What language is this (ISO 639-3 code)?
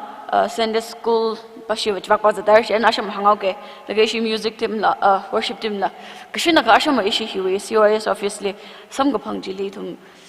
nmf